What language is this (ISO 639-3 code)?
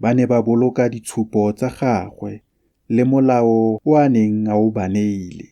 tsn